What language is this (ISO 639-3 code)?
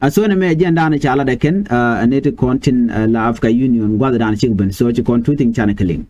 nus